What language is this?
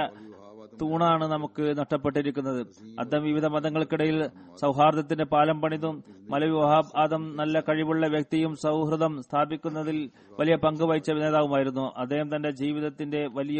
Malayalam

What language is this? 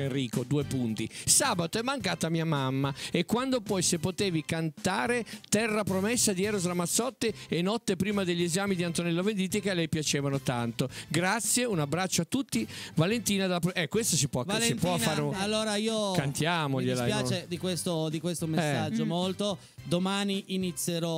Italian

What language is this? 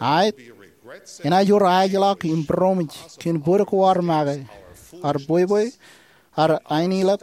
Marshallese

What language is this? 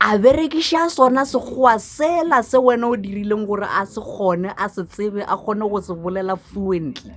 Northern Sotho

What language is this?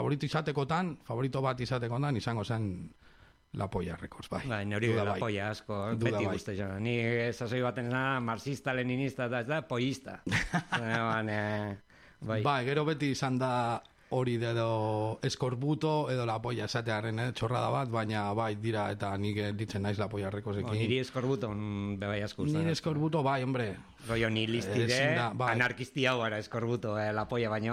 Basque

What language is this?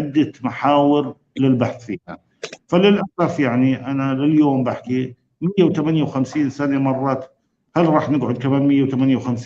North Levantine Arabic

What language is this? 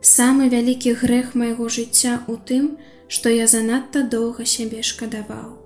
Belarusian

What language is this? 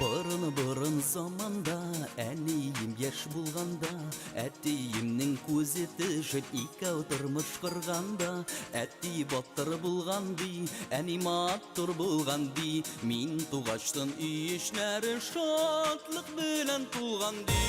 Bashkir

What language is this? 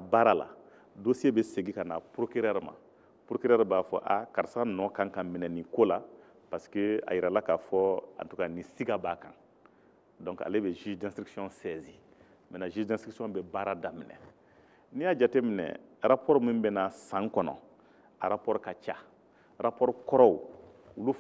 Bambara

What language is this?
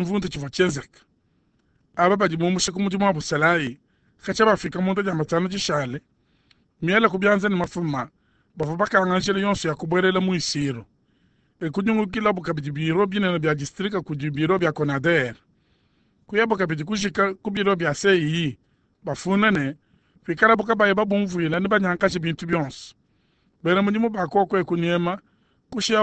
Luba-Lulua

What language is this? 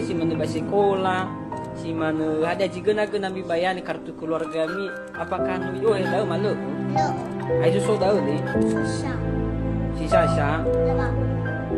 Nias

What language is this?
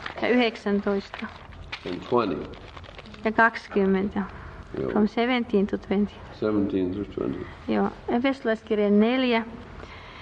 Finnish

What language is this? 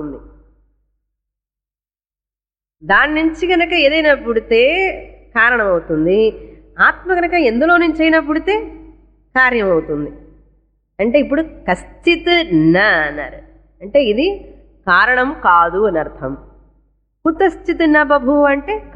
Telugu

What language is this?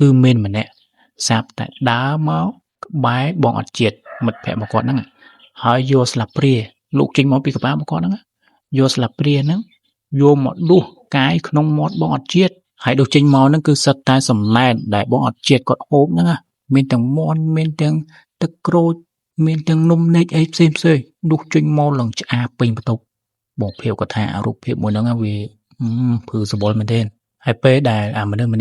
Khmer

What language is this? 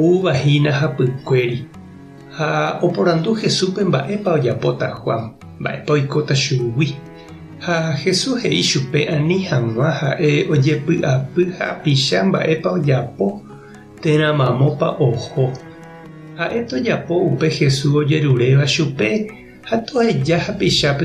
Guarani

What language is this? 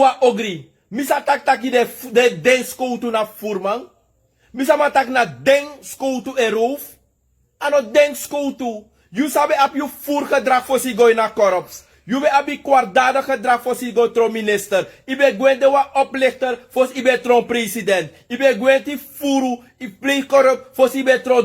Sranan Tongo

